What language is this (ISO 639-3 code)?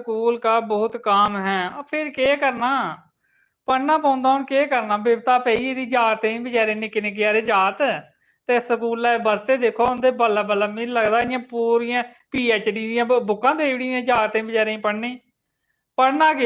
doi